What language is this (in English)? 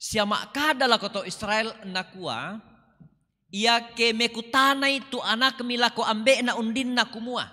Toraja-Sa'dan